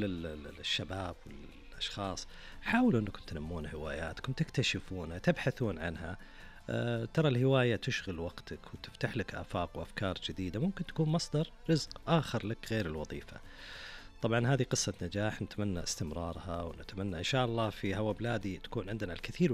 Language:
Najdi Arabic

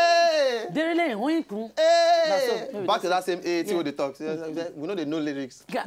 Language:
Nigerian Pidgin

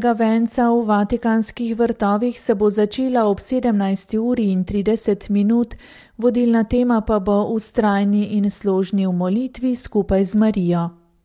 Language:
Slovenian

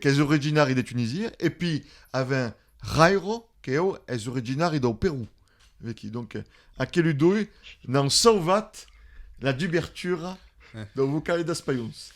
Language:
Occitan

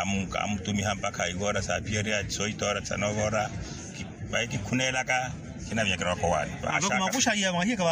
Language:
Makhuwa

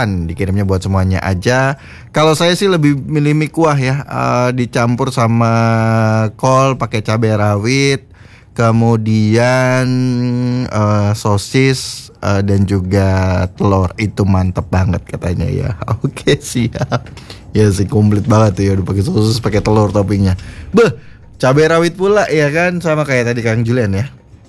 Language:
Indonesian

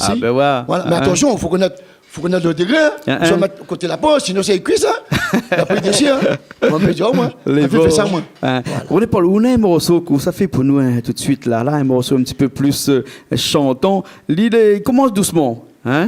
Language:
Réunion Creole French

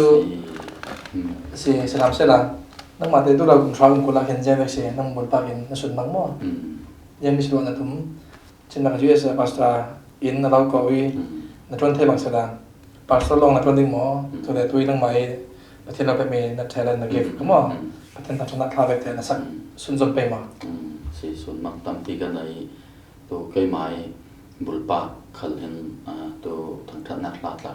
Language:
Falam Chin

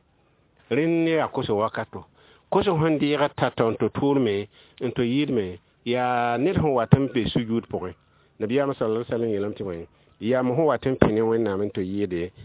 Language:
Mossi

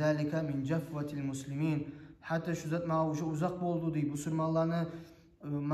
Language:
Kumyk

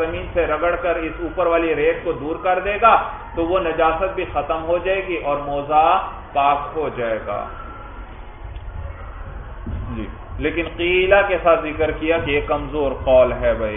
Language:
Urdu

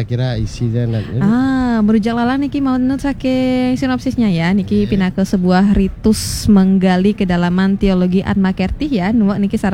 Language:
Balinese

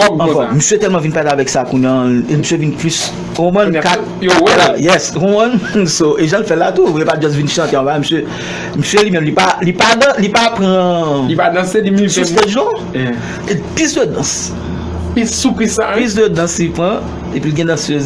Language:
Haitian Creole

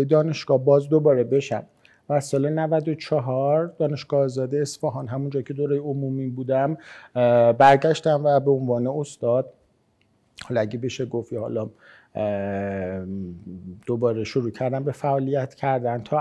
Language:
Persian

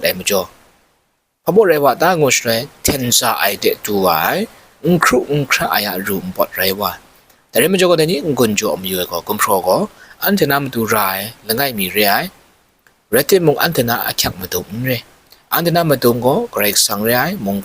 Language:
Kachin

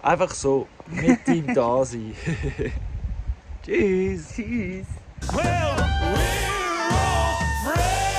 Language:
Swiss German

